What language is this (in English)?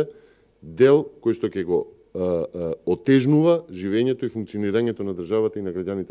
Macedonian